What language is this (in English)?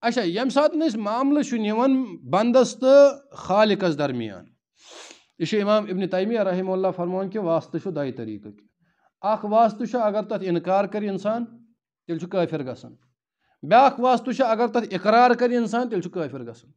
Kashmiri